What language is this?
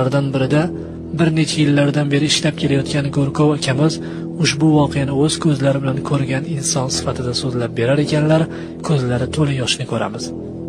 Uzbek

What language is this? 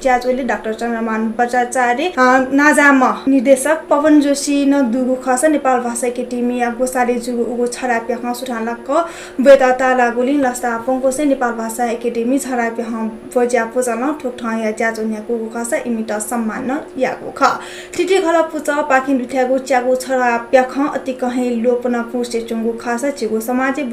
Newari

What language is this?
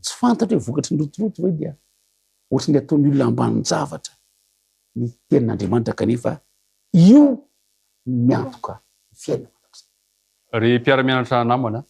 Malagasy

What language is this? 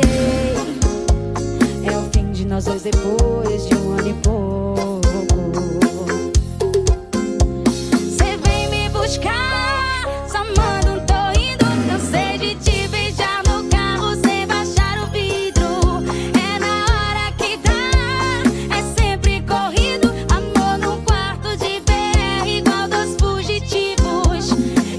Portuguese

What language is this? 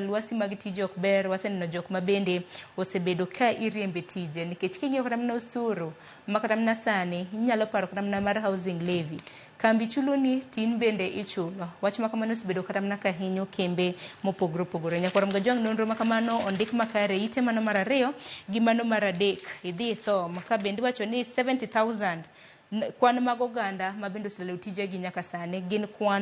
Luo (Kenya and Tanzania)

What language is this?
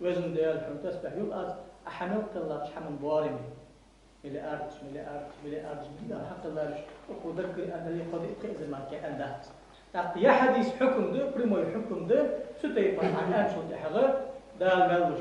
Ingush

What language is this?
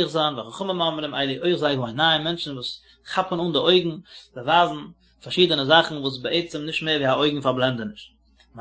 Yiddish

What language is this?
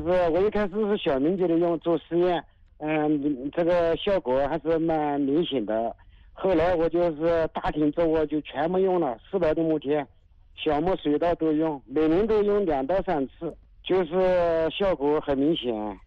Chinese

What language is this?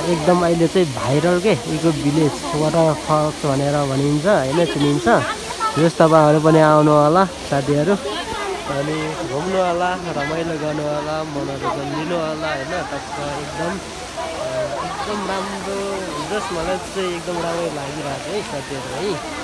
Nepali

